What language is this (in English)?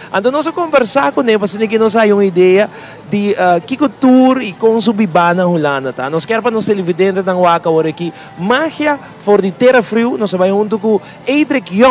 Papiamento